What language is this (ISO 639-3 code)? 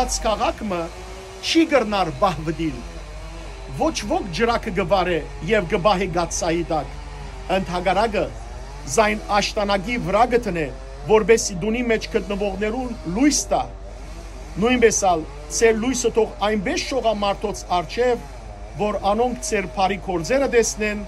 hyw